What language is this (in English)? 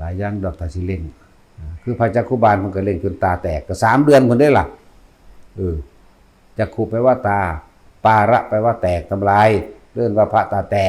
Northeastern Thai